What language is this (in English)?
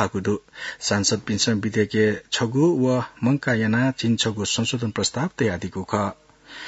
Newari